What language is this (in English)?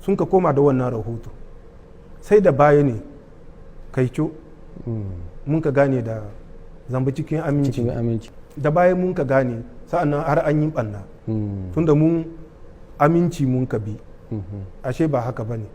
Hausa